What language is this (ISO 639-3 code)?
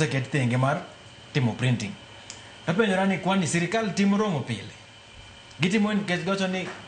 luo